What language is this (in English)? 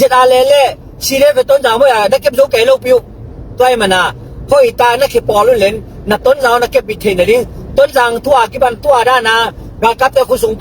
Tedim Chin